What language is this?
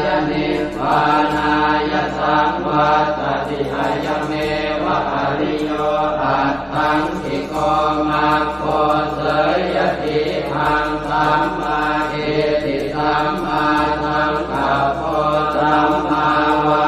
Pali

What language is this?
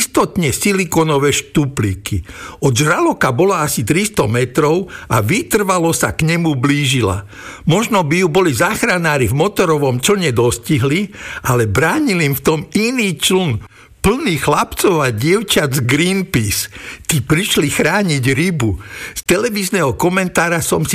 Slovak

